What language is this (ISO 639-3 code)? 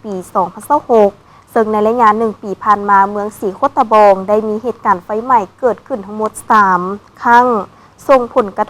lao